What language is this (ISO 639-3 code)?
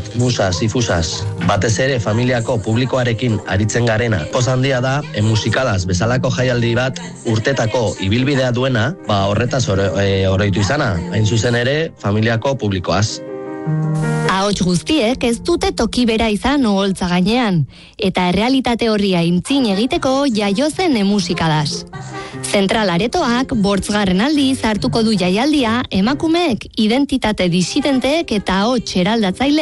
eus